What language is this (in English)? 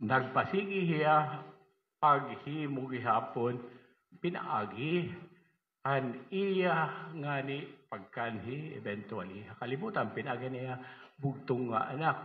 Waray